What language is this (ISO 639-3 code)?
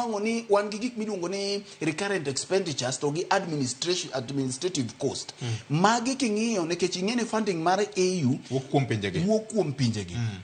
luo